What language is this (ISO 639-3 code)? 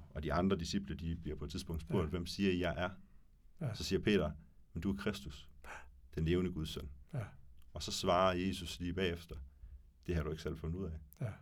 dan